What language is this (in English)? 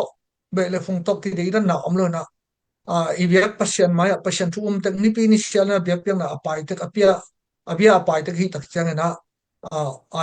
Tedim Chin